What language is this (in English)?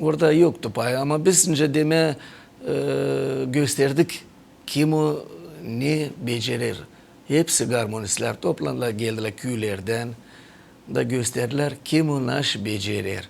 Gagauz